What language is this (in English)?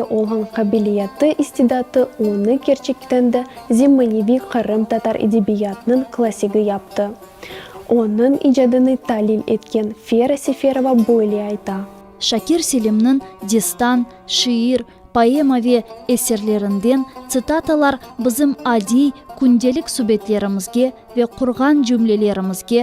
Crimean Tatar